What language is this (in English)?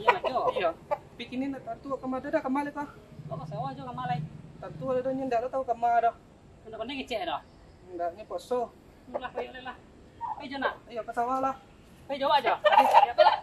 Minangkabau